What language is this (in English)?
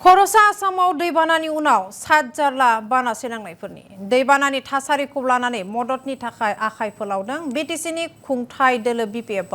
Bodo